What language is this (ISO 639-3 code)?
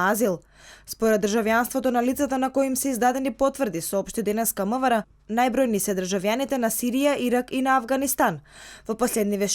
mkd